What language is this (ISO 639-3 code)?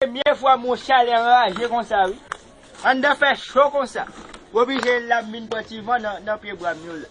hat